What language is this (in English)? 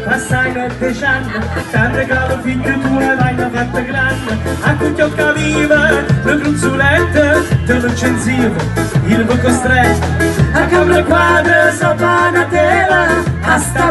Italian